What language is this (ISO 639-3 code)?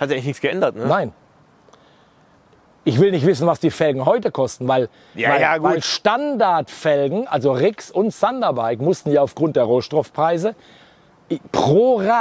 deu